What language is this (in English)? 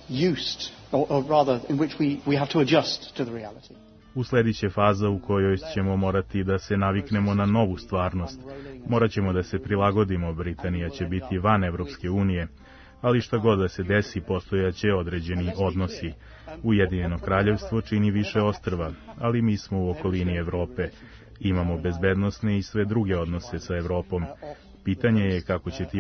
Serbian